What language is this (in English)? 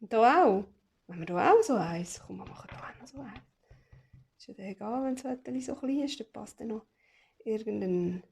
Swiss German